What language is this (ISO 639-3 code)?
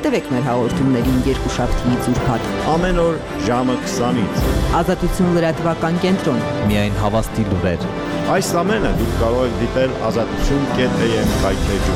hye